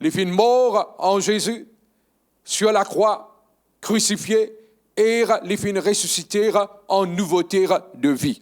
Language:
Morisyen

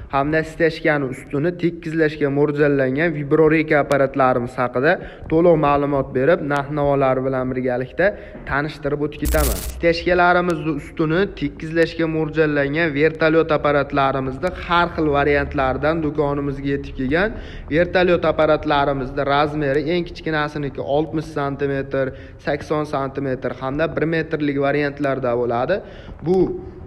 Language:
Uzbek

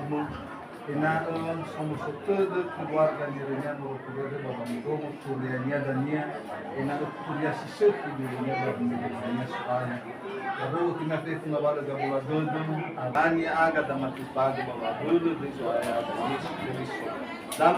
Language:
Nias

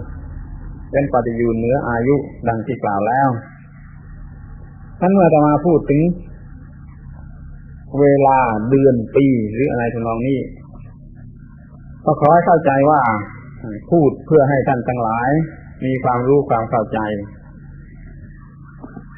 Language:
Thai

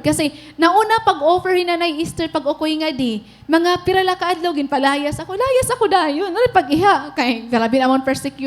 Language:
Waray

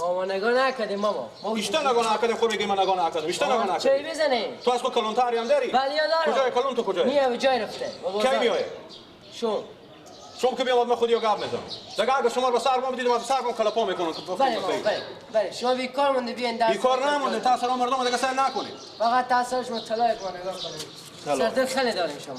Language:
Persian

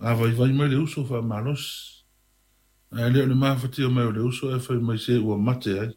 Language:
Samoan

